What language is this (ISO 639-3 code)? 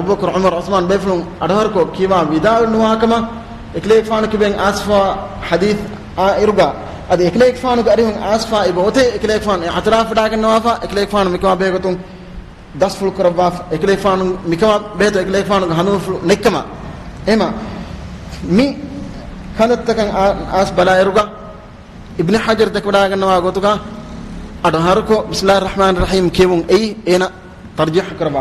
div